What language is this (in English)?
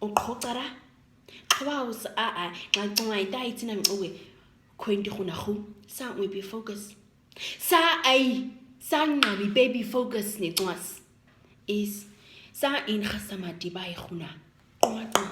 Nama